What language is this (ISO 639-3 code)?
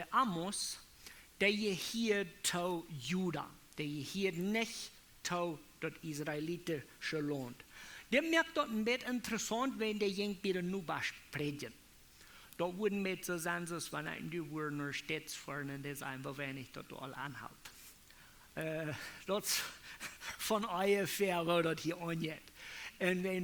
pdt